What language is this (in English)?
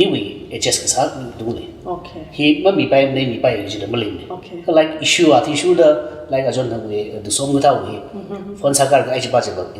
Tangkhul Naga (India)